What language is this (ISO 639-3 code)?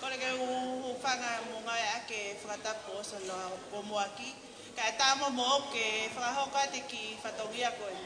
ton